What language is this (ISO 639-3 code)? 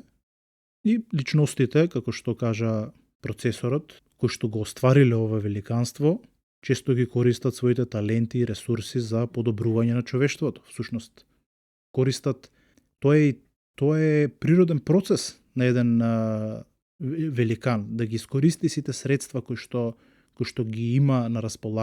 mkd